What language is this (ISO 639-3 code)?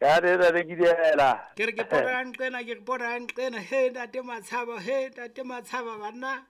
sot